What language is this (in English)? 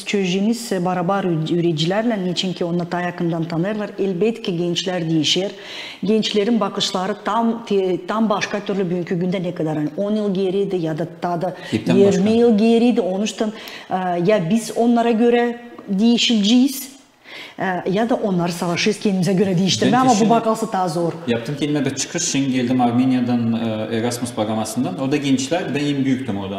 Gagauz